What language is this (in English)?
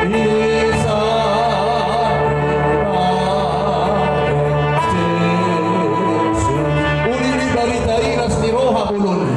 Batak Toba